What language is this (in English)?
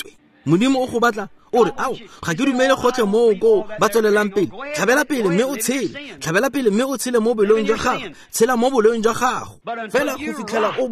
Tswana